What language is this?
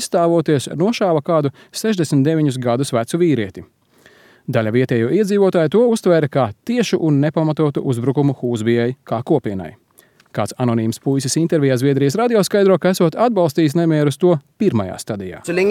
Latvian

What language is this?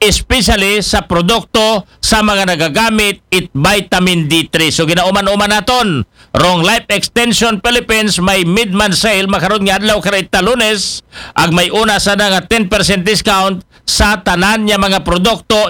Aklanon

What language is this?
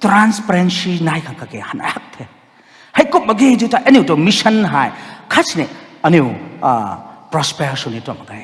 Rongmei Naga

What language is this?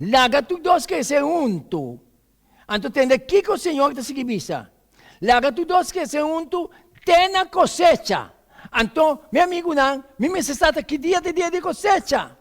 Papiamento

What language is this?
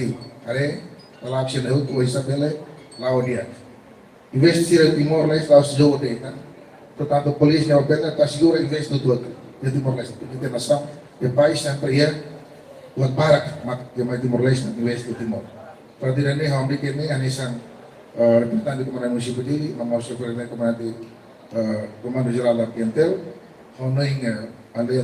Tetum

